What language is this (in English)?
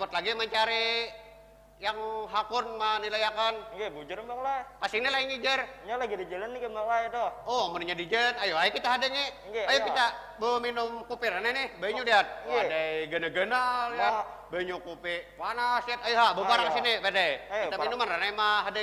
Banjar